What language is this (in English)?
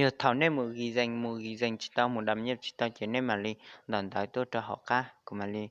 Hmong